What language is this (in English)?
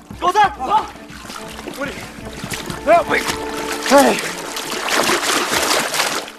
Chinese